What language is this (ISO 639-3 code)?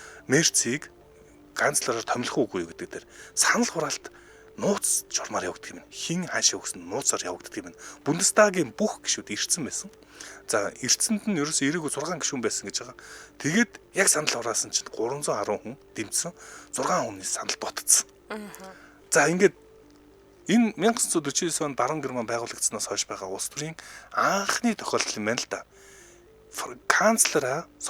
mon